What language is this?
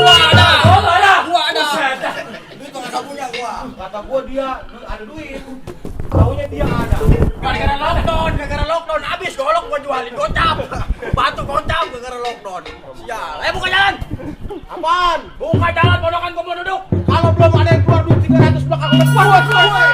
Betawi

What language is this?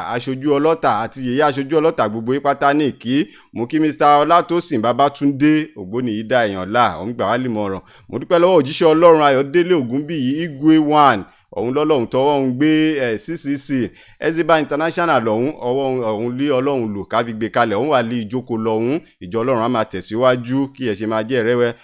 Yoruba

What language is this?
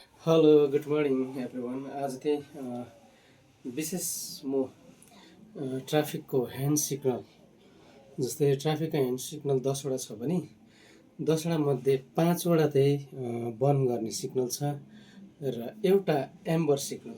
Nepali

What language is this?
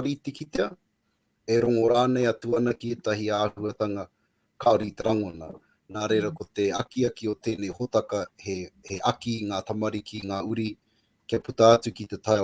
Māori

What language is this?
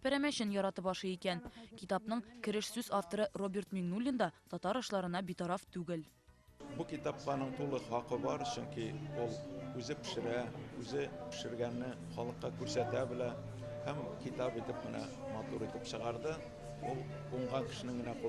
Tatar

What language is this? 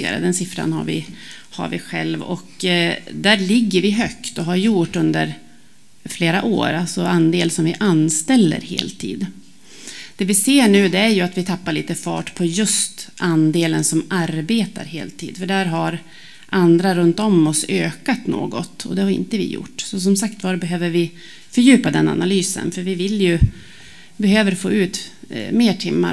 Swedish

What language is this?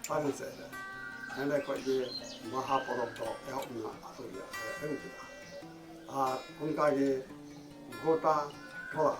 Santali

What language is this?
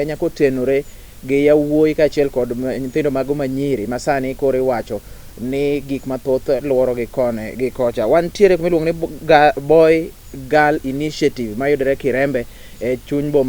Luo (Kenya and Tanzania)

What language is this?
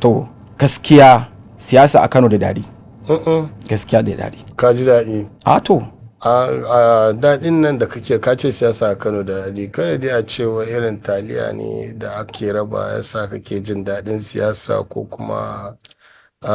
Hausa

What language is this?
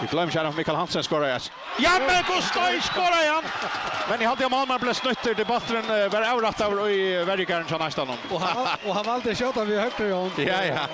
Faroese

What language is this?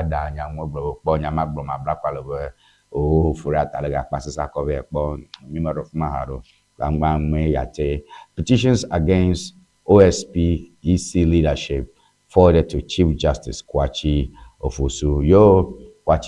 Ewe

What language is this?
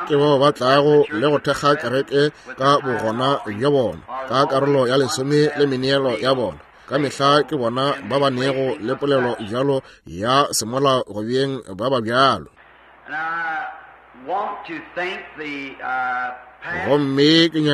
Northern Sotho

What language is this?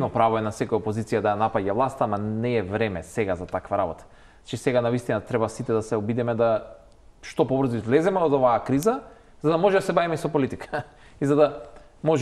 Macedonian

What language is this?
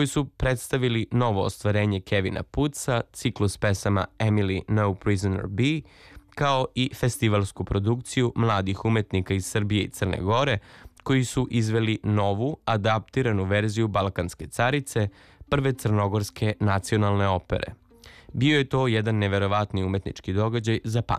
Serbian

